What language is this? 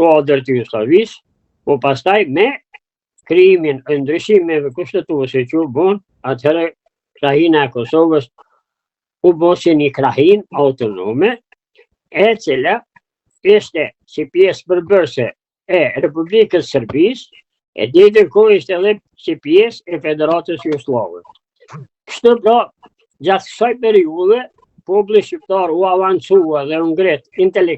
Albanian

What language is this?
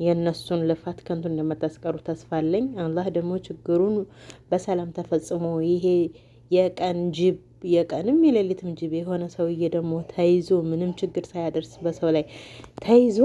Amharic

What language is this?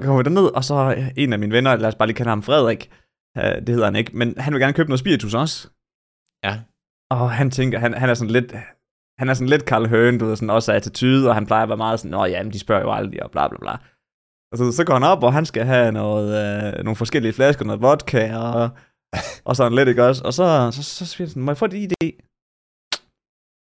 Danish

